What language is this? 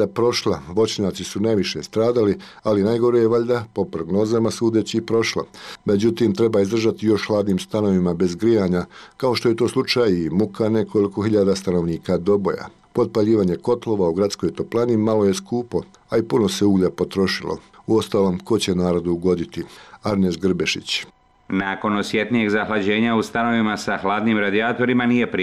Bosnian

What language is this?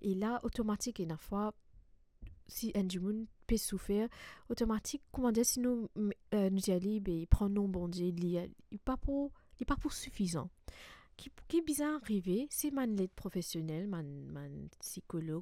Morisyen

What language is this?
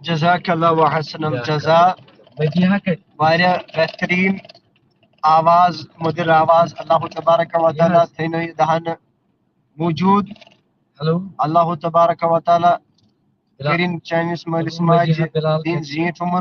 Kashmiri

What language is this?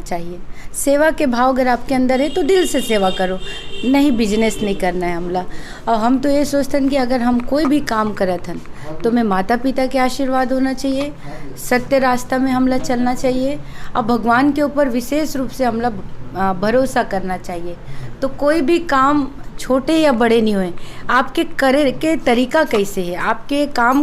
Chhattisgarhi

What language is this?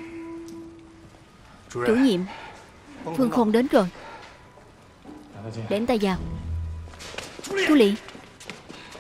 Vietnamese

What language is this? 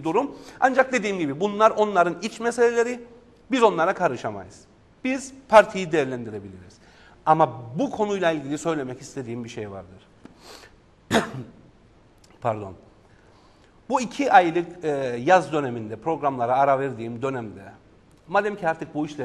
Turkish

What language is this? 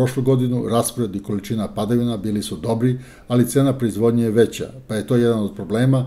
Serbian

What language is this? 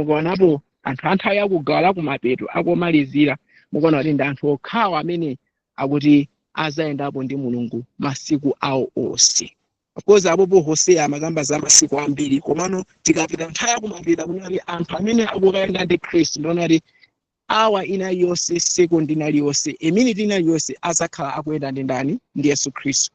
Nyanja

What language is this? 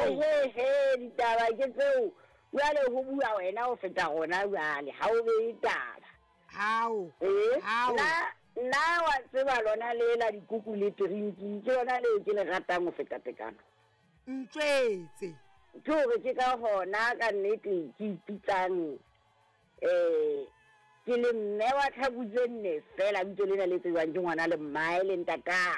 Southern Sotho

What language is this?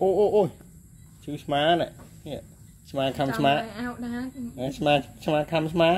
Khmer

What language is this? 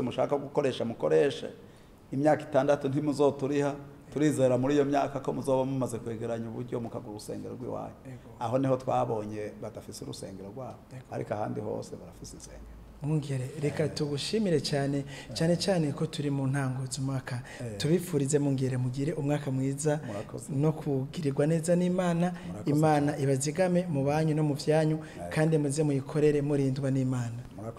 Rundi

